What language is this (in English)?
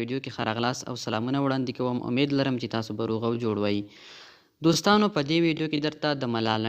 Pashto